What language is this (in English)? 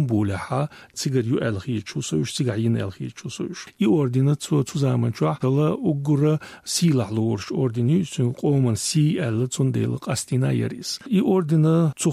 Chechen